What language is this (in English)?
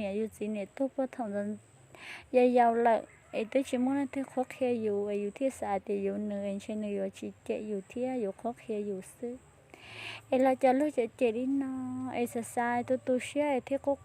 Hmong